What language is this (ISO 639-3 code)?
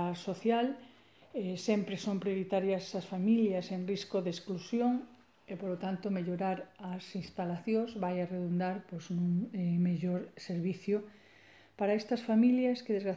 glg